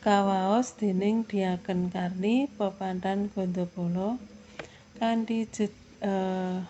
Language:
Javanese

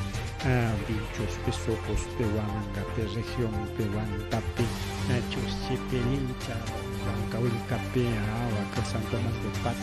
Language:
Ayacucho Quechua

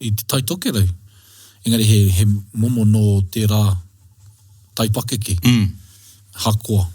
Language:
Māori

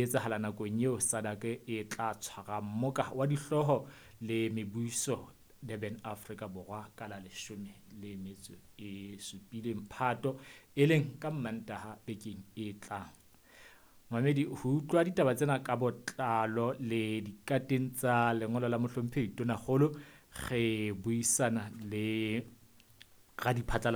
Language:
Southern Sotho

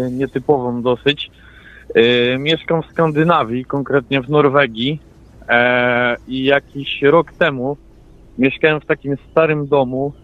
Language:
Polish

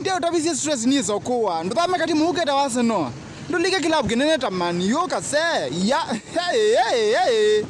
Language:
Kamba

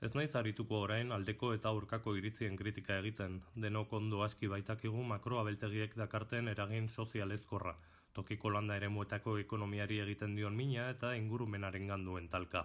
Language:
Basque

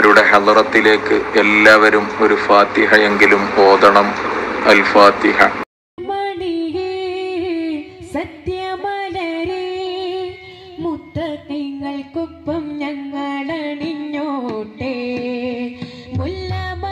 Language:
Malayalam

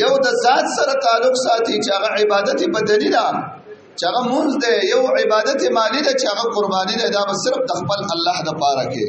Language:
Pashto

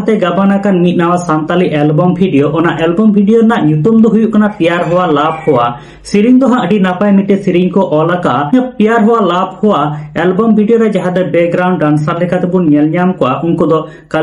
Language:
Santali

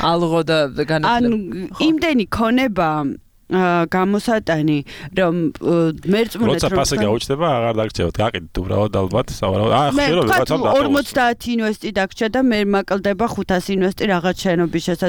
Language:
Georgian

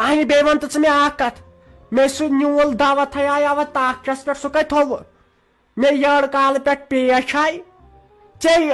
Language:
Kashmiri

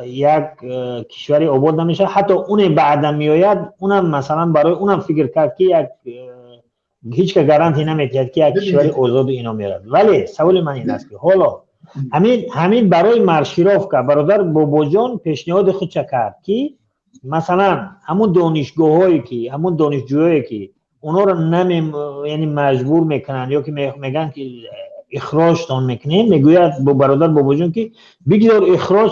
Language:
Tajik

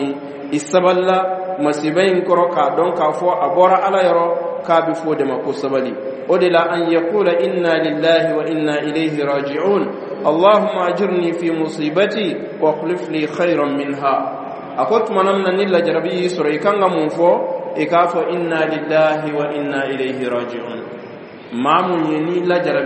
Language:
Dyula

